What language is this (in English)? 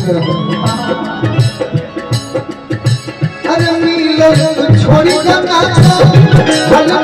Bhojpuri